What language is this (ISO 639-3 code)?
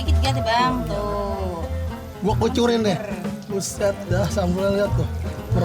bew